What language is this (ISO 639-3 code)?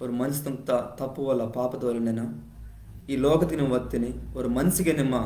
kff